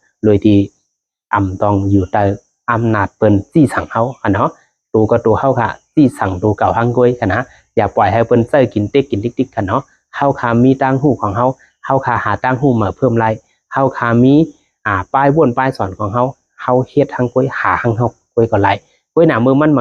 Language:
Shan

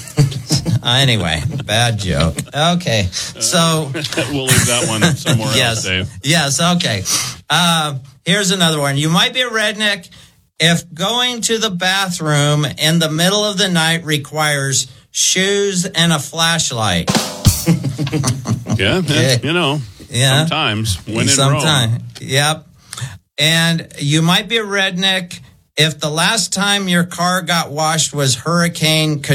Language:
English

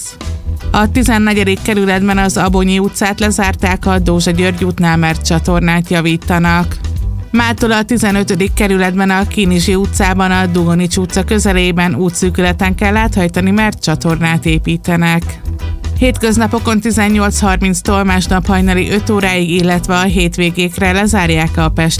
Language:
Hungarian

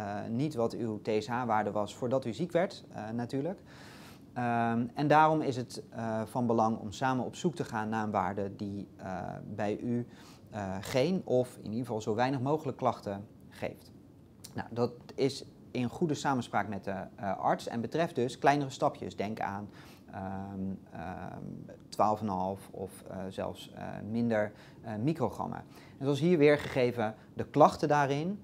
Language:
Dutch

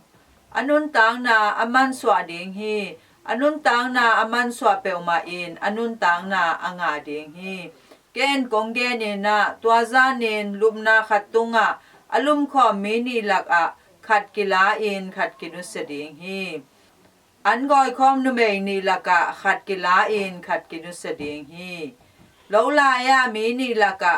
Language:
Tedim Chin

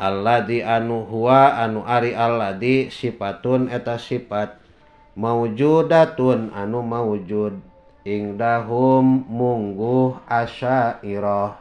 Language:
Sundanese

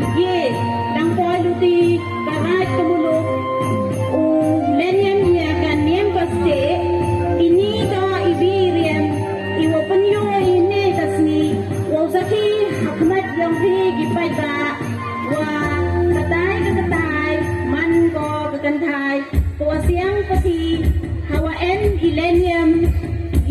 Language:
Pnar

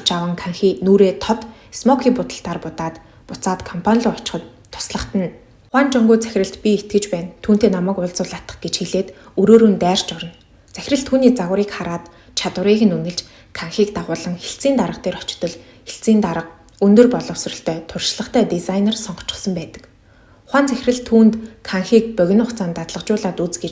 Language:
Mongolian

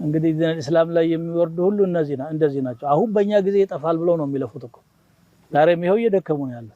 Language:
Amharic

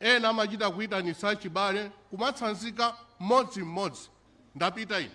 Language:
Nyanja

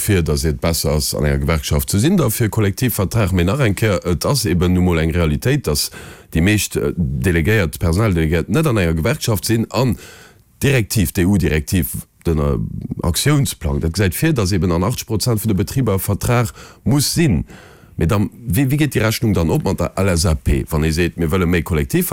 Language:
Luxembourgish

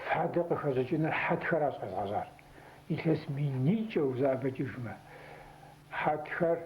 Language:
Kabardian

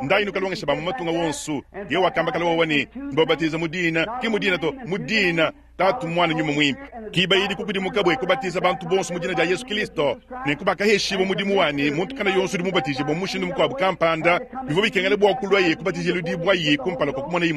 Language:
Luba-Lulua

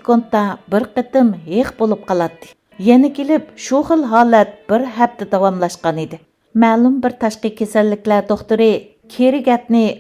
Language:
Uyghur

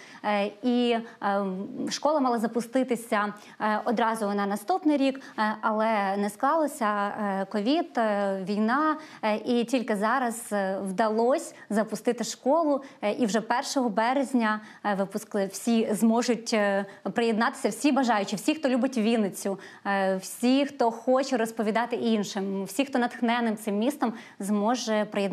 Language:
Ukrainian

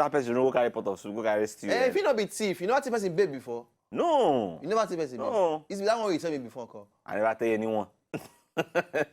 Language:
Nigerian Pidgin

